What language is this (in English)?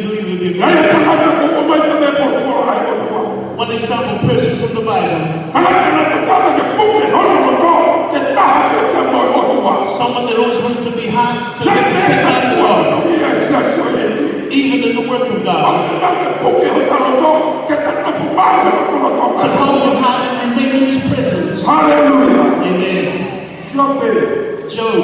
Tongan